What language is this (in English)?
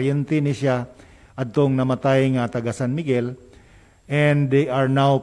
Cebuano